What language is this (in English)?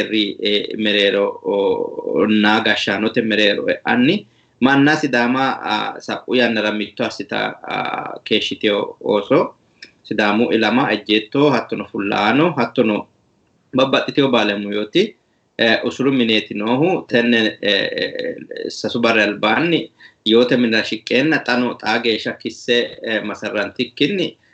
Sidamo